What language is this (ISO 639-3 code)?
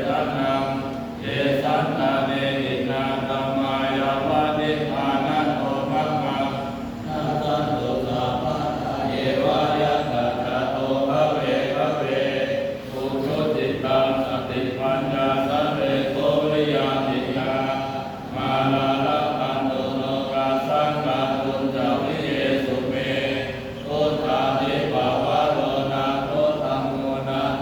pli